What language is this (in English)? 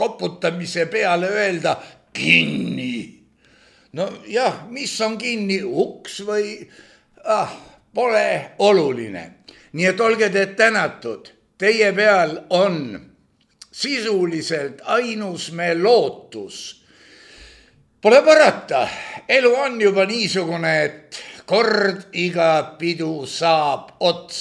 Estonian